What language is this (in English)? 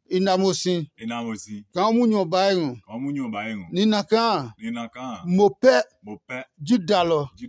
Adangme